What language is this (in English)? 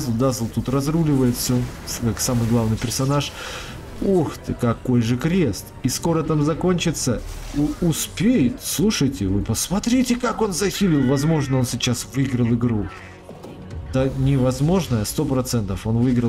Russian